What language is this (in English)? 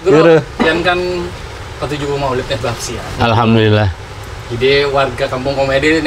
Banjar